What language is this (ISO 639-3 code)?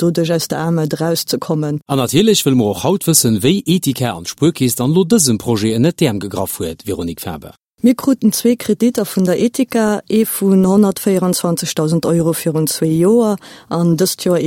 ltz